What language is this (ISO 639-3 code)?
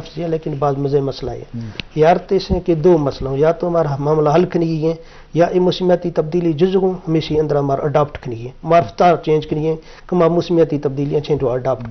bgp